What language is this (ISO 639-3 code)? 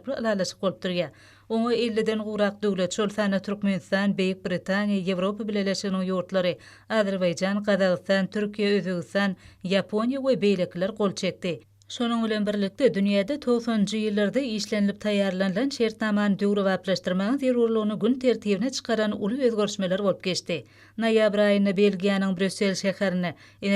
tuk